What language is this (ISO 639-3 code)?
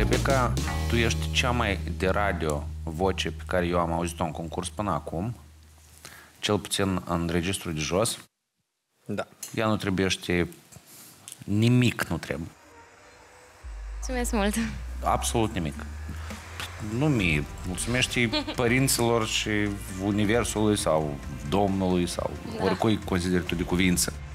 ron